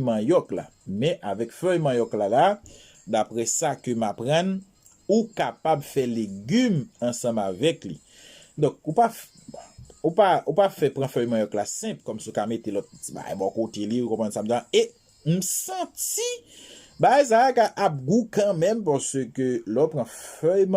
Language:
Haitian Creole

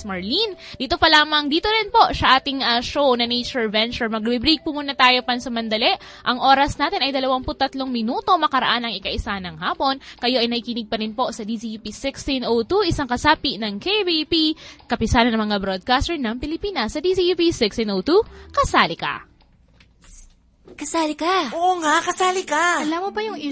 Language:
Filipino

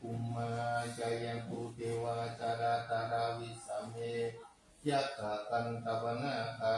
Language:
Pali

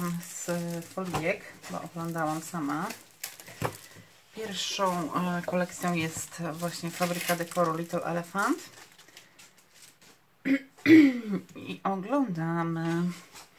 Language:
Polish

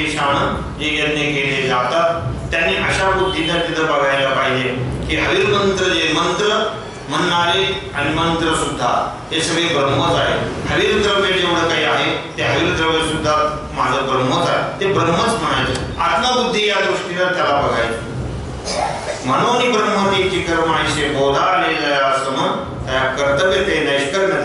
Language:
Marathi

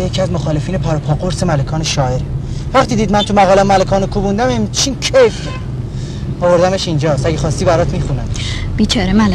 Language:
Persian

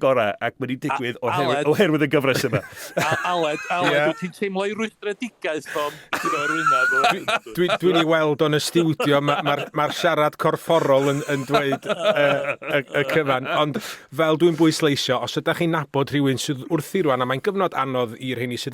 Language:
Welsh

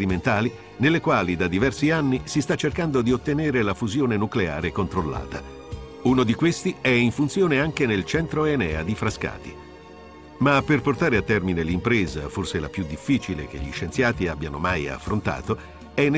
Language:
Italian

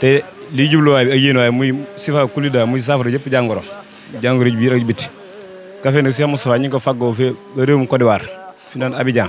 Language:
Wolof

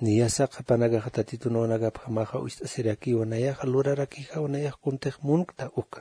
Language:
Aymara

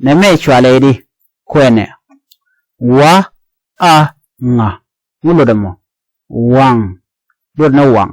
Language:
Nuer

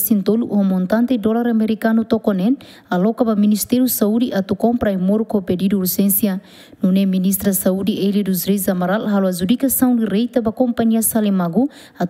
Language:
Tetum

